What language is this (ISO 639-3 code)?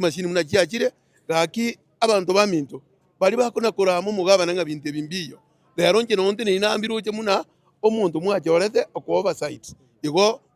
guz